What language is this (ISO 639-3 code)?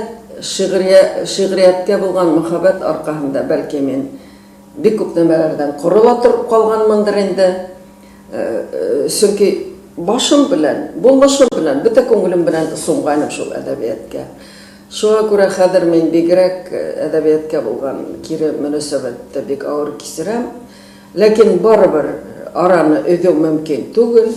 bak